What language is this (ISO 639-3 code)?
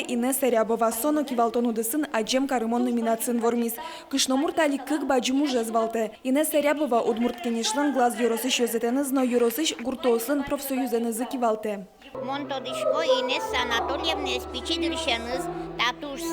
udm